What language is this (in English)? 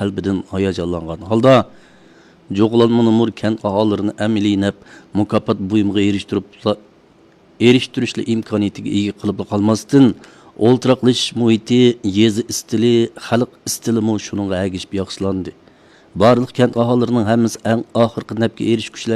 Uyghur